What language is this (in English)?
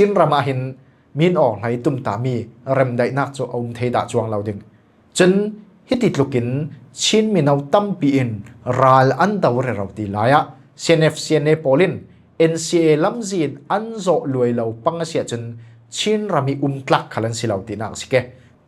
Falam Chin